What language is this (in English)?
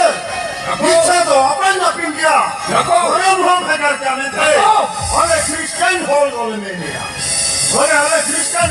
Santali